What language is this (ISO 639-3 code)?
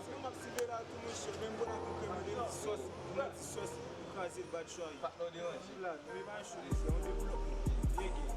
hat